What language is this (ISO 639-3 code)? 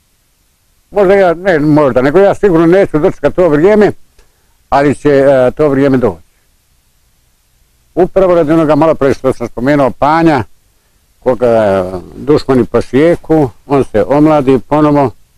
bos